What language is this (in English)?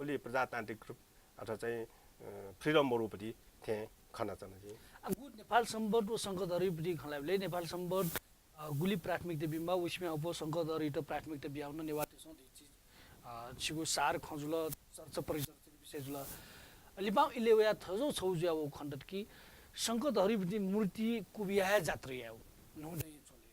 Newari